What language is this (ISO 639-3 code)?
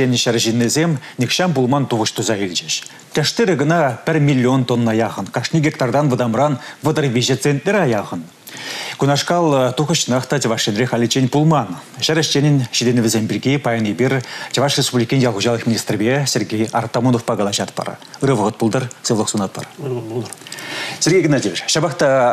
chv